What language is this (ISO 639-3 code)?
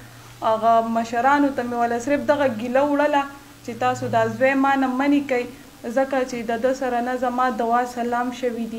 pus